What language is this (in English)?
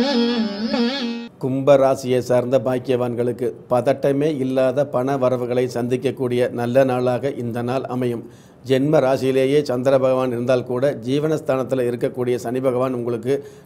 Tamil